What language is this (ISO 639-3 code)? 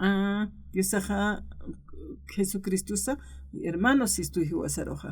aym